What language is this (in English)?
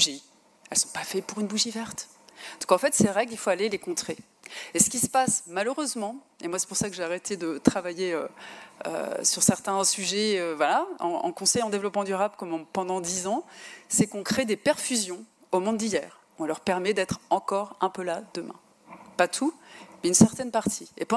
French